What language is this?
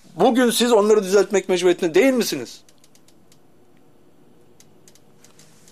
Turkish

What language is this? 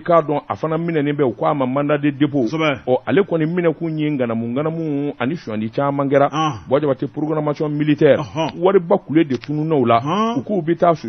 Bambara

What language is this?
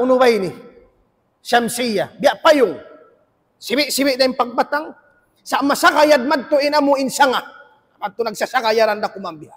Tausug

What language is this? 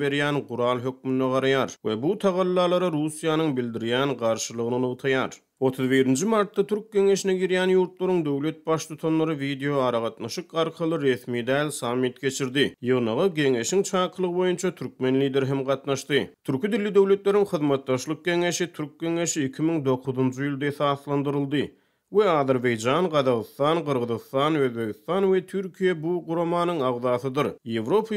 Turkmen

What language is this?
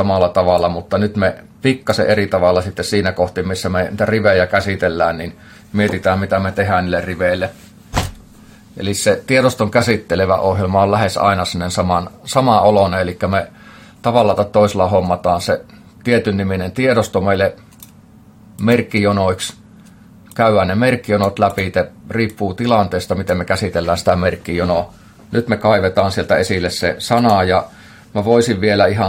Finnish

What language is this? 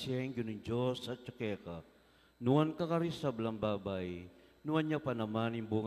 Pampanga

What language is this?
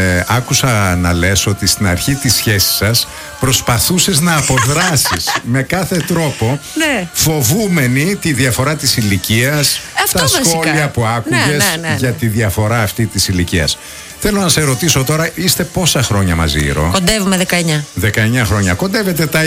Greek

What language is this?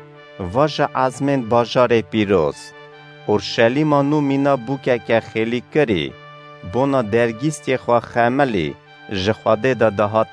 Kurdish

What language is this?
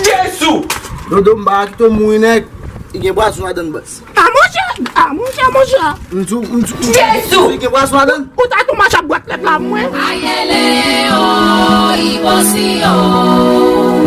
Haitian Creole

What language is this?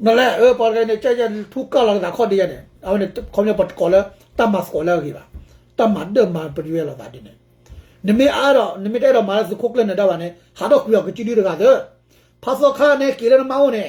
S'gaw Karen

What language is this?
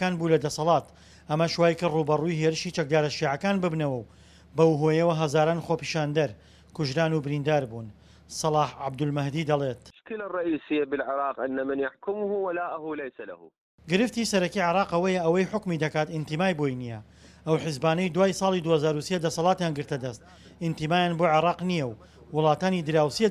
Central Kurdish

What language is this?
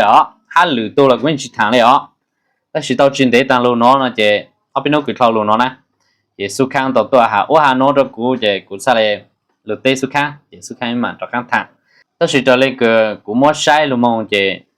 Hmong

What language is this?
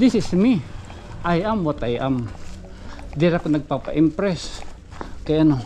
Waray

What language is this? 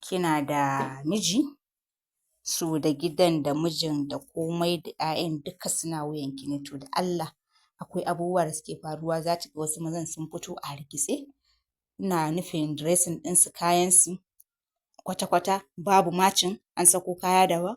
Hausa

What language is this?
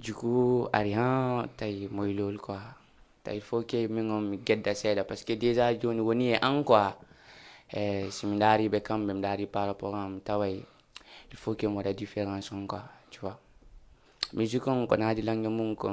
Fula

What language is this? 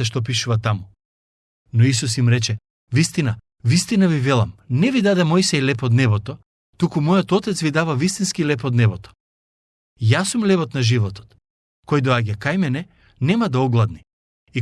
Macedonian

